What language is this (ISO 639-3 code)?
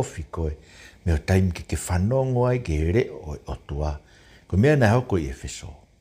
ton